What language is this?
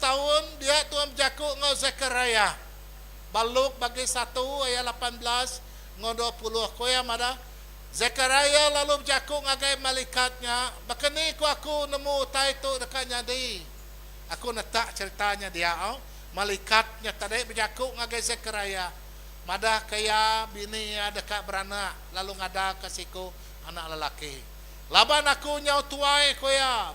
Iban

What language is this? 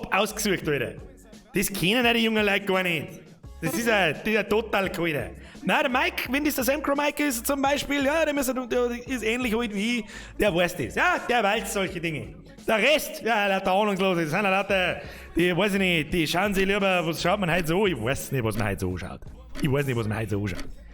Bavarian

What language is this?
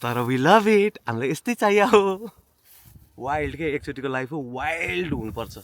Nepali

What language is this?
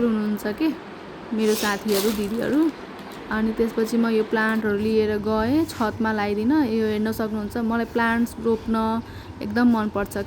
Nepali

